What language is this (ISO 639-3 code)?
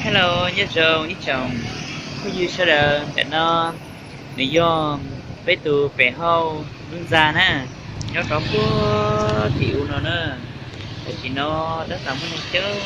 hmn